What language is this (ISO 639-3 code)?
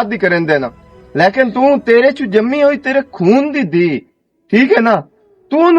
lah